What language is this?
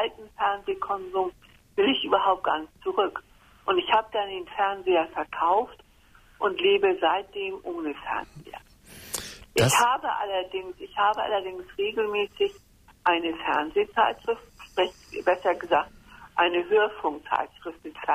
German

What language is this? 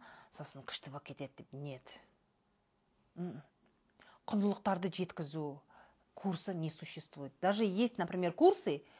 Kazakh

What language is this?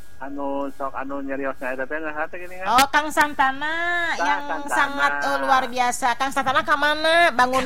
Sundanese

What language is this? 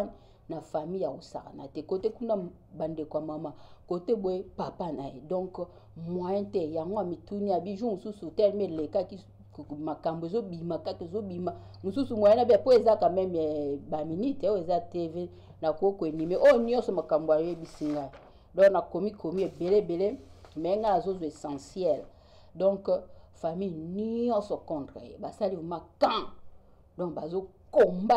Lingala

